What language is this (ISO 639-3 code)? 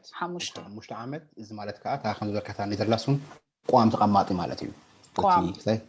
tir